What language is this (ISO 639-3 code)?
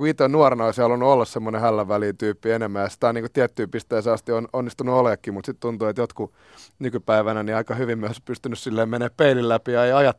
fin